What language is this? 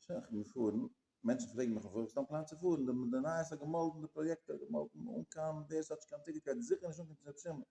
Yiddish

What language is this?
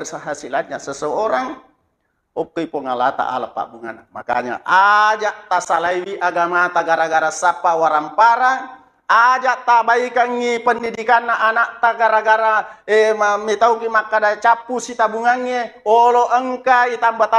Buginese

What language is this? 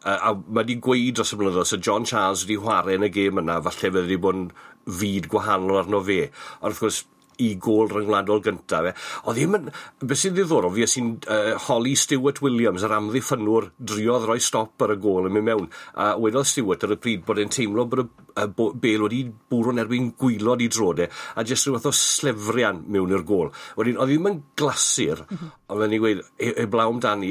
Welsh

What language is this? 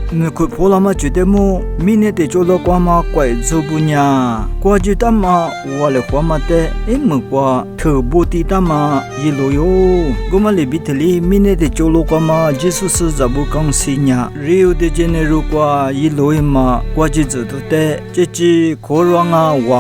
Lisu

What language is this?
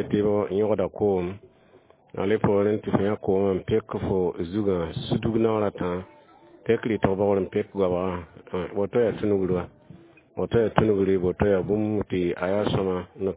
Mossi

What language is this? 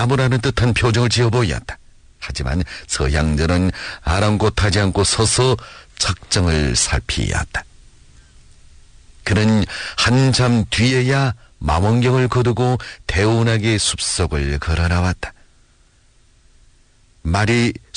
Korean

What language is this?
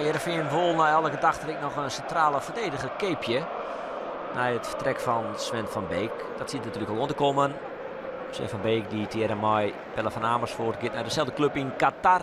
Western Frisian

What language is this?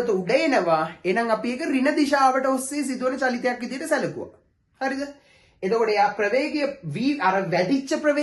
Sinhala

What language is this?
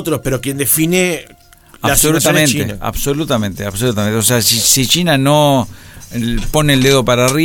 Spanish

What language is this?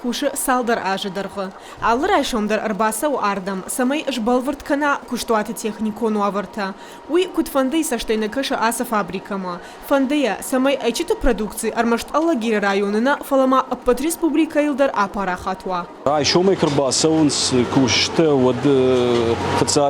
Ossetic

